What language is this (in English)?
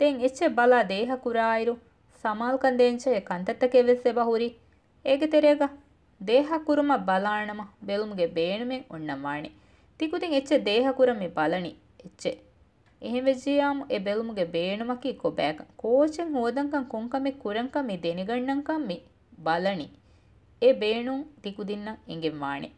Divehi